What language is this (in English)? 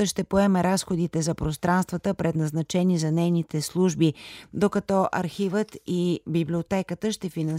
Bulgarian